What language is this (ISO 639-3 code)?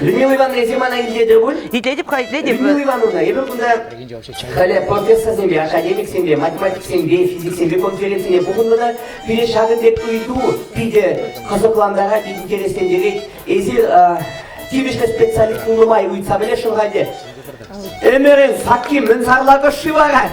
chv